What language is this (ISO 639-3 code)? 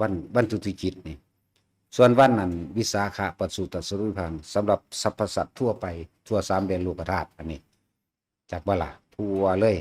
lao